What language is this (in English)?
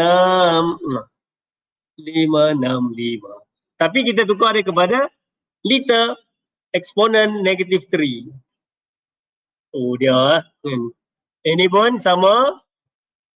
Malay